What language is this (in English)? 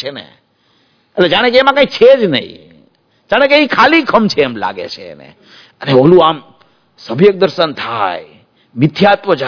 Gujarati